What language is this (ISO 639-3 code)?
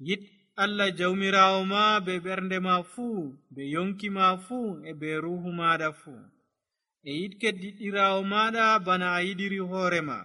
fuv